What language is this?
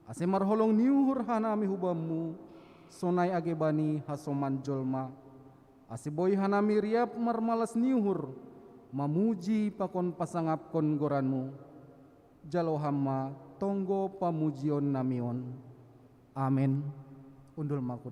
Batak Simalungun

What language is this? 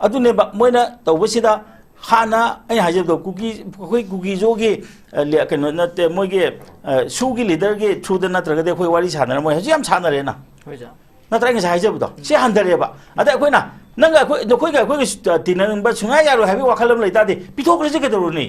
Manipuri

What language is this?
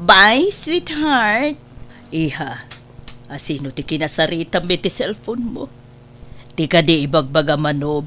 Iloko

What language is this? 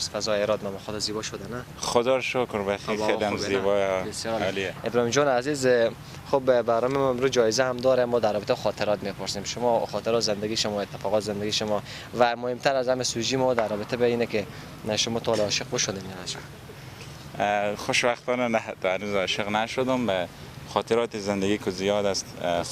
Persian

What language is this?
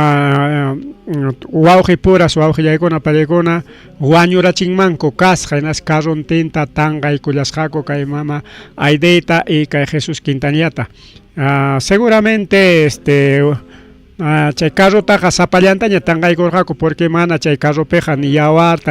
Ayacucho Quechua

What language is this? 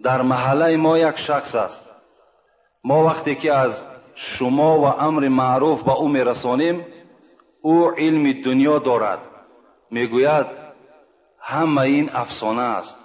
Tajik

